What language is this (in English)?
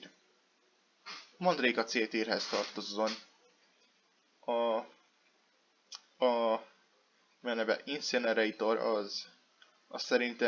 Hungarian